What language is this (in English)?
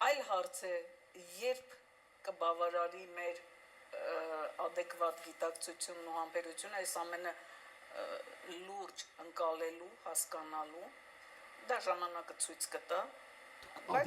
Western Armenian